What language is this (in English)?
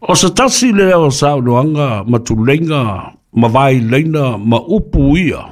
Samoan